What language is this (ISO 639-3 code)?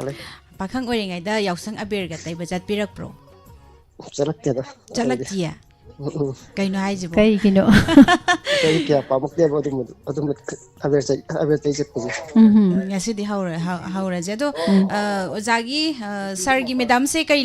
mni